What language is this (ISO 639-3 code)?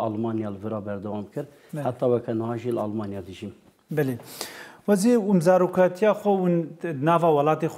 kur